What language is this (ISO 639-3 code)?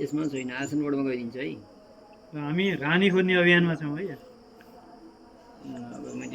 nep